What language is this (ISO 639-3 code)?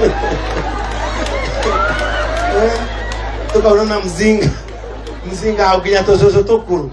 kik